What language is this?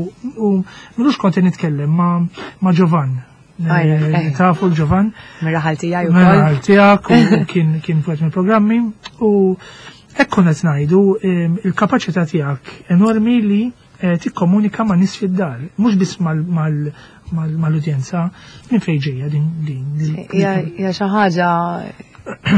Maltese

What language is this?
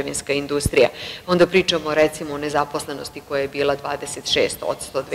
Serbian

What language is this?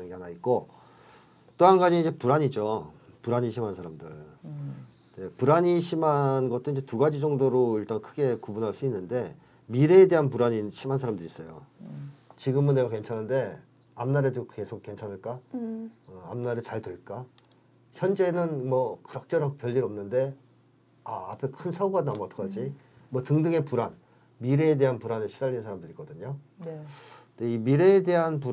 Korean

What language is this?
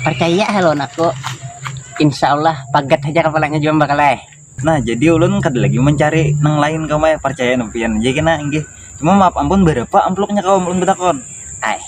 Banjar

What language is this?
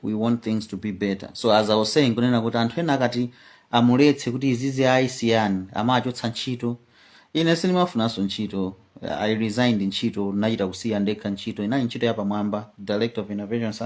Nyanja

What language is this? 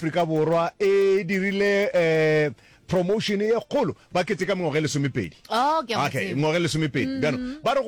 Northern Sotho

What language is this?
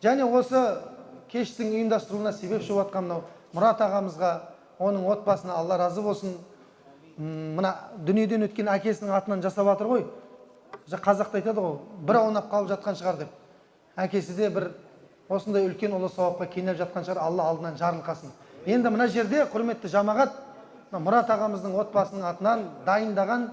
Kazakh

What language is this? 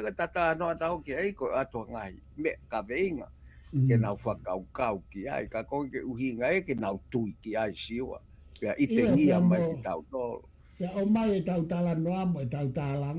Tongan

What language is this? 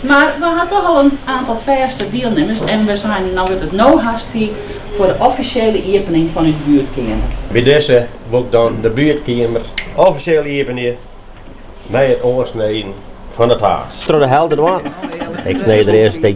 Western Frisian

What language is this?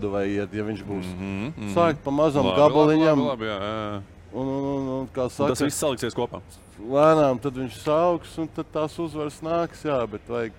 Latvian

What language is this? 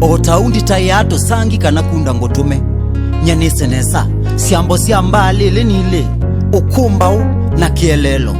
Kamba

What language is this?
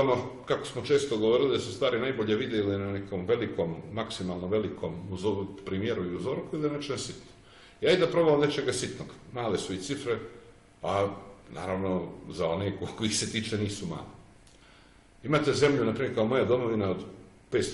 Serbian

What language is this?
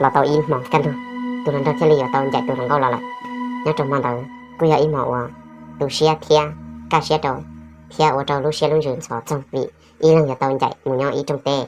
Hmong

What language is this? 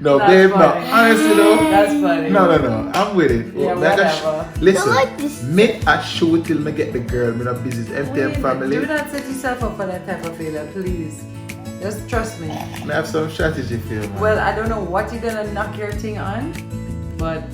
Jamaican Creole English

